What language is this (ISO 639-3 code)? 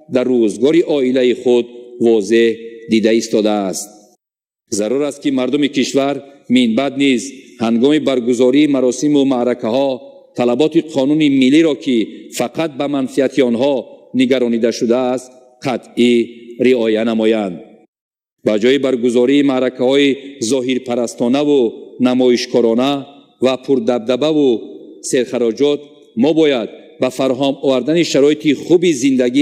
tgk